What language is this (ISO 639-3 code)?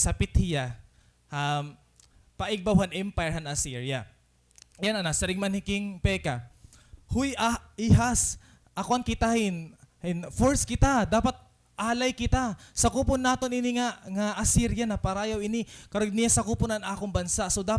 war